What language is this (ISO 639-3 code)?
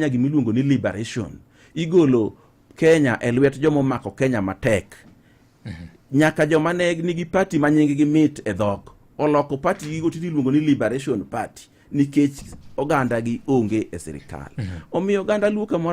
luo